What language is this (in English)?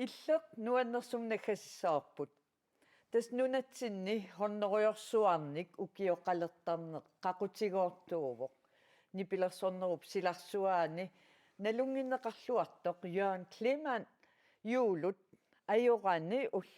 Kalaallisut